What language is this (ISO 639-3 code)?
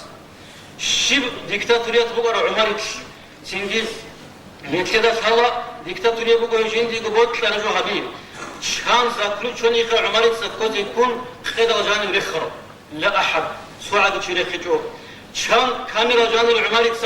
ava